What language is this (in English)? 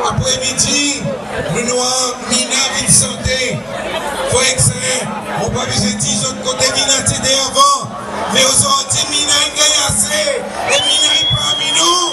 Seselwa Creole French